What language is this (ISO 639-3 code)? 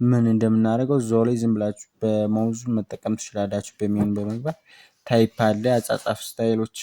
amh